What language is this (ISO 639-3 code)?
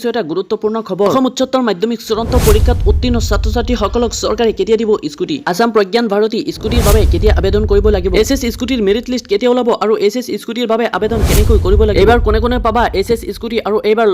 asm